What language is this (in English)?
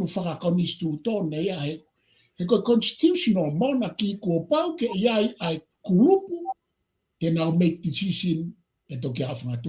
Tongan